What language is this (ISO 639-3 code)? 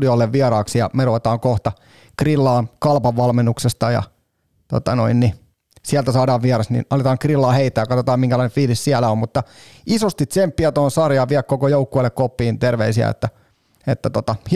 fin